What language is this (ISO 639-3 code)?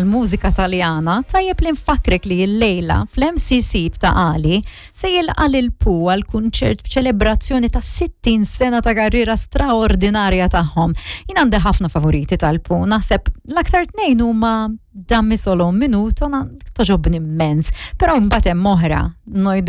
mlt